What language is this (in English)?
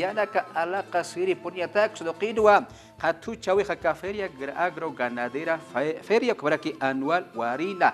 Aymara